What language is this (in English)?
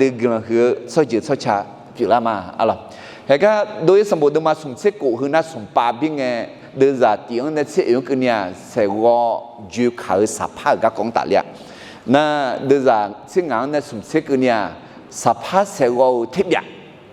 Akha